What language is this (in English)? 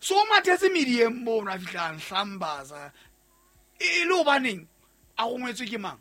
Southern Sotho